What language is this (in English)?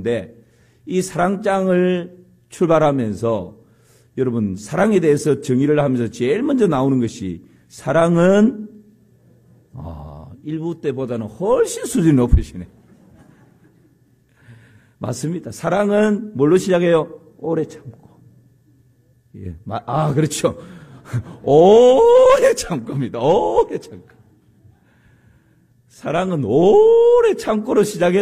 Korean